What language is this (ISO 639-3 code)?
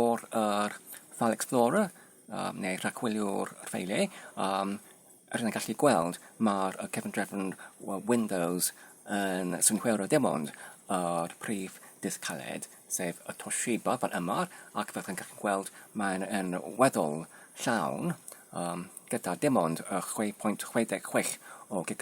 cym